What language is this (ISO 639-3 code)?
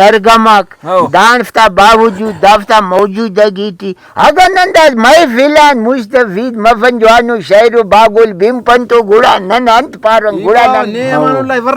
brh